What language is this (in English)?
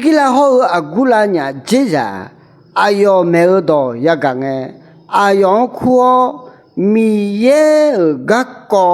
Akha